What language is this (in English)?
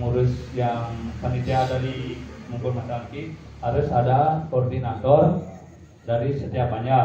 Balinese